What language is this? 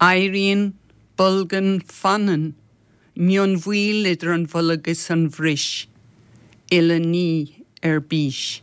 Irish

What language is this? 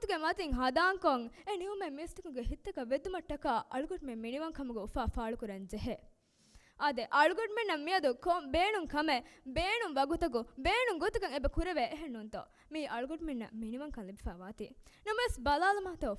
Divehi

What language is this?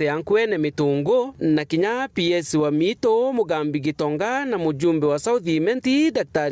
Meru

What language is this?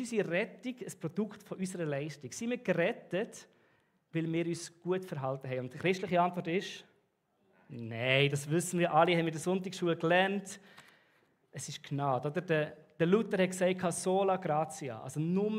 Swiss German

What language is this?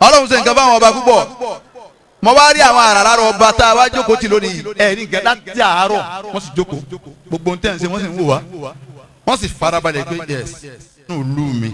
Yoruba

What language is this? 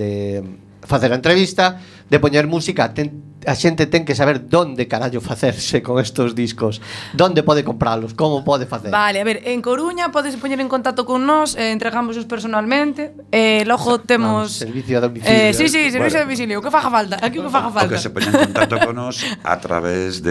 Galician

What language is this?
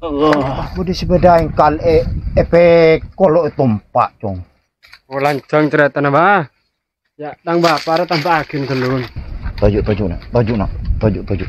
Madurese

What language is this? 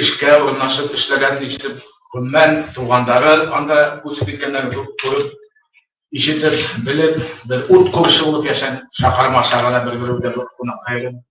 Bashkir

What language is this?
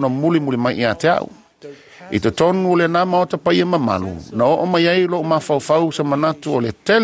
Samoan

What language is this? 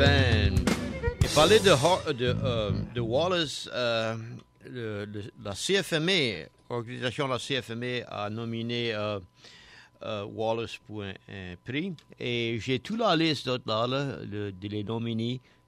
Cajun French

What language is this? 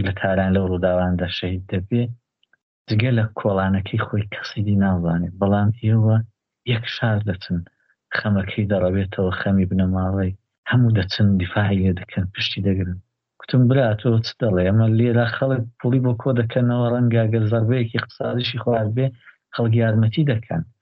Central Kurdish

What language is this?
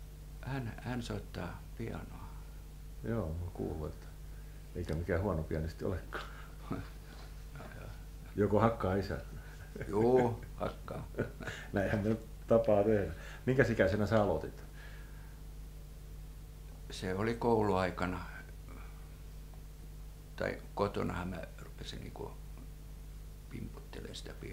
Finnish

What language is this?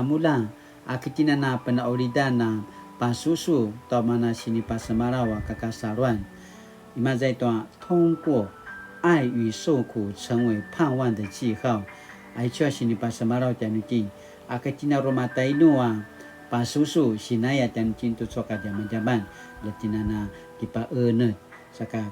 Paiwan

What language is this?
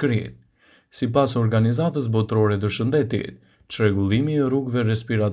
Albanian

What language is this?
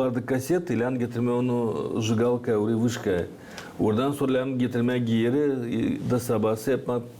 Gagauz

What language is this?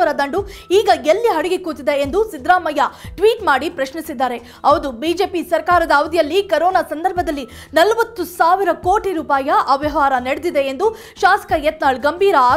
Kannada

